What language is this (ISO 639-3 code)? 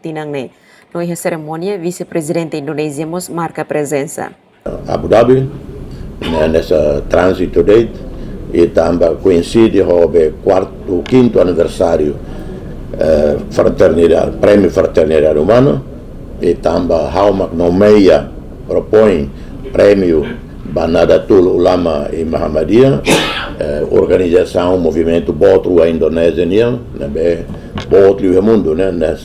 tet